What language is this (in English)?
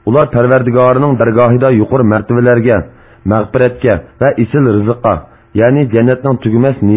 Uyghur